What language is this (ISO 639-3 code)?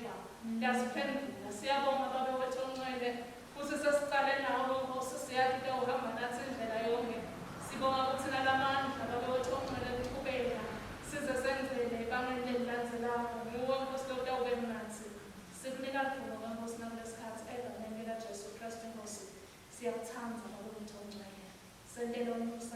ssw